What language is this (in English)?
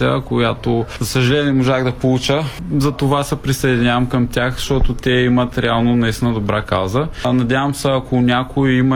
Bulgarian